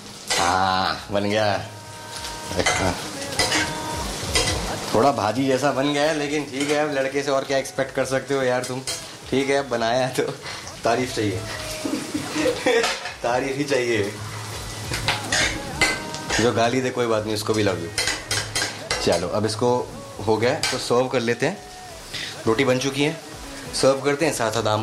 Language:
Hindi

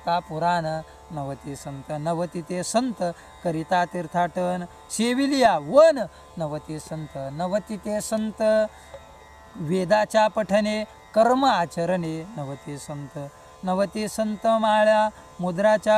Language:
Marathi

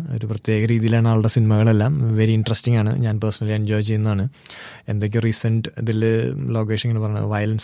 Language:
Malayalam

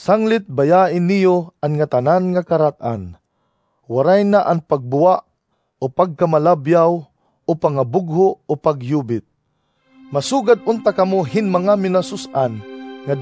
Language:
Waray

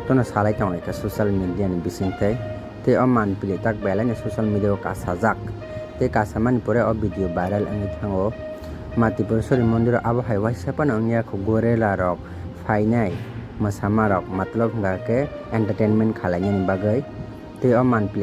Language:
Kok Borok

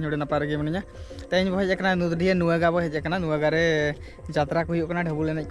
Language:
Santali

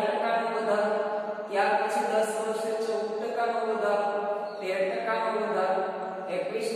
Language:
Gujarati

